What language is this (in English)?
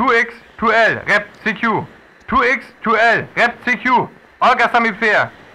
Northern Frisian